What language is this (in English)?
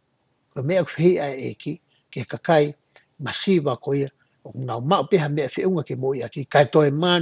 Tongan